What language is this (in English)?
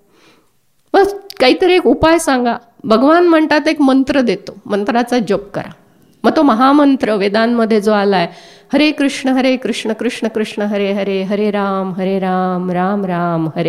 Marathi